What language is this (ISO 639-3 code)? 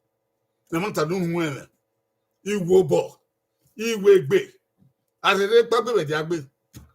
bin